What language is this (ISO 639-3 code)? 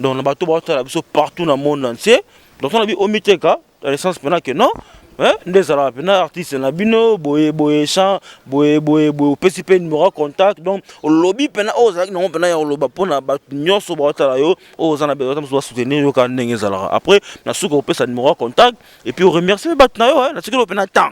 lin